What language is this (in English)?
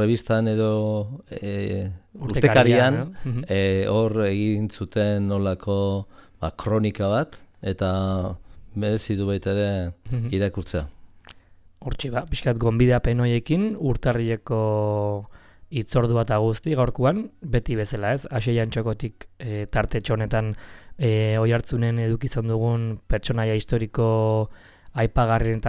Basque